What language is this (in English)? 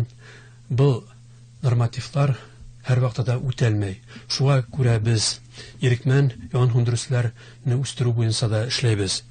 Bashkir